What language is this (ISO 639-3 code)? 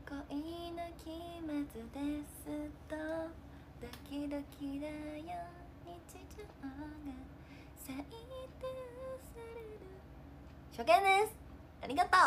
jpn